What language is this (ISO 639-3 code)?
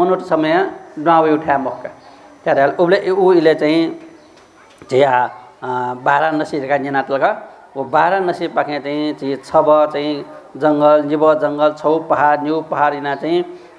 new